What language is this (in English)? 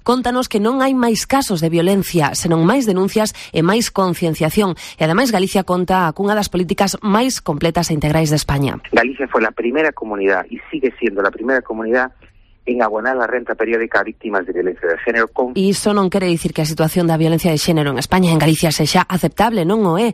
Galician